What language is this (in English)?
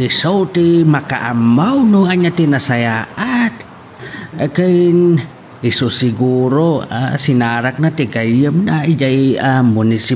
Iloko